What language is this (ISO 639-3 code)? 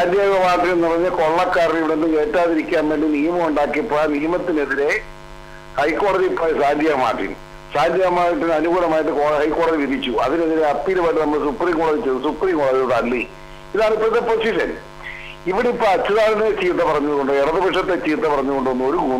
mal